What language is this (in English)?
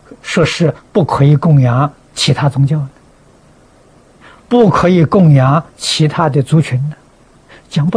Chinese